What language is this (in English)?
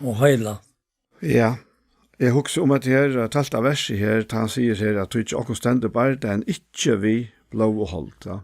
Faroese